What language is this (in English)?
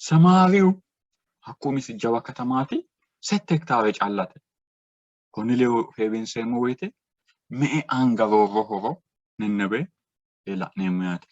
Sidamo